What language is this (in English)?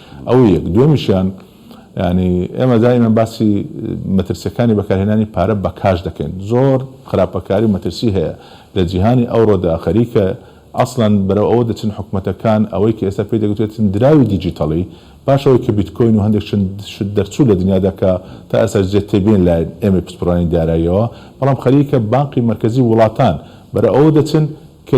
Central Kurdish